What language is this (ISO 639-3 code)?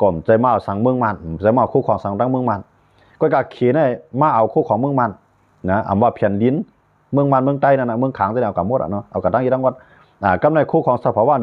shn